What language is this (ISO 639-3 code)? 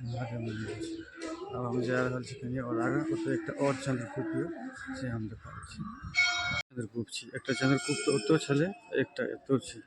mai